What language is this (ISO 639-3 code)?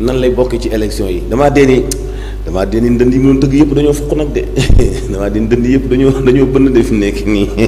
wol